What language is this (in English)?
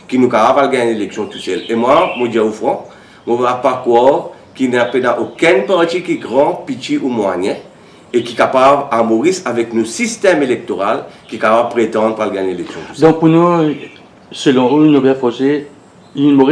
Morisyen